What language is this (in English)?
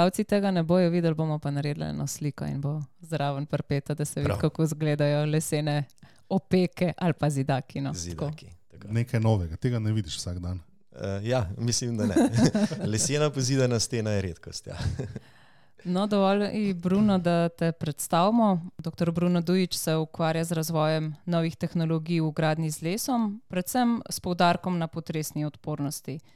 Slovenian